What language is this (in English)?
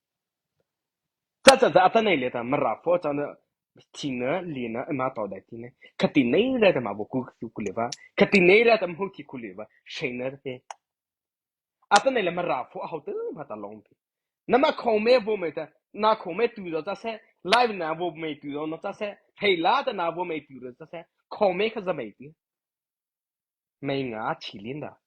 Mara Chin